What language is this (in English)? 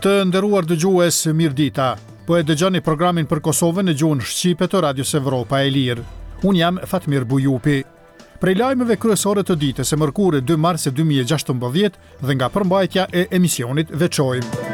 Albanian